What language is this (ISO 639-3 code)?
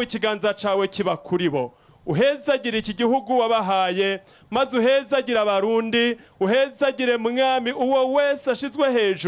run